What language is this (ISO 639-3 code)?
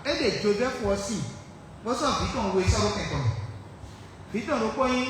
fon